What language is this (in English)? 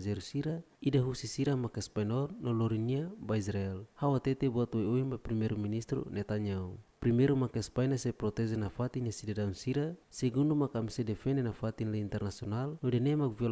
Tetum